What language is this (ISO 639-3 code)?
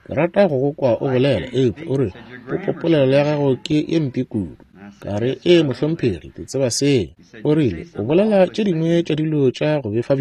nso